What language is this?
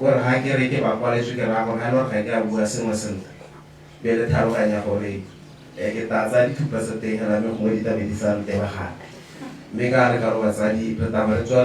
Tswana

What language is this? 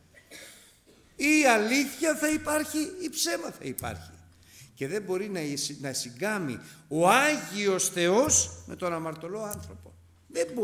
Greek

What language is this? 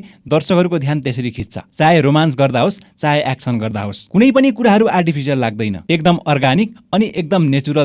Nepali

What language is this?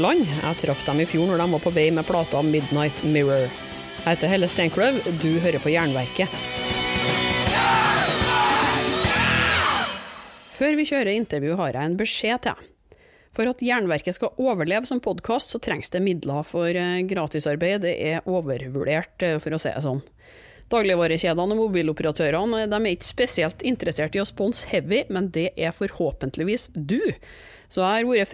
Norwegian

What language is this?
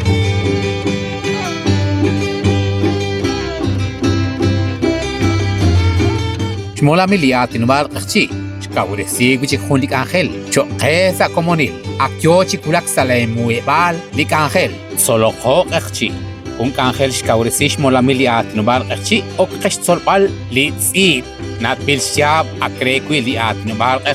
Kekchí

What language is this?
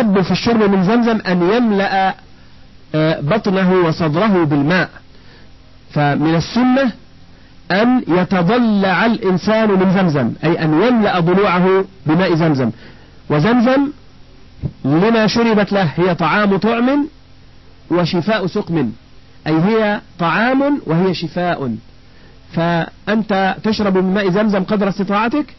Arabic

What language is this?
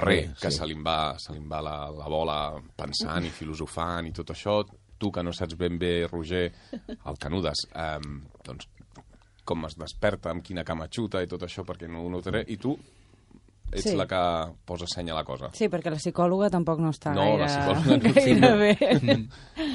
Catalan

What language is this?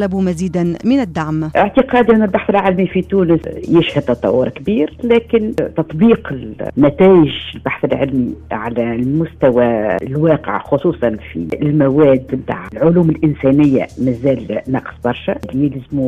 Tunisian Arabic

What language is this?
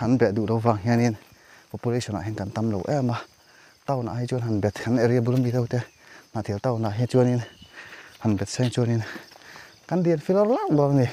Mizo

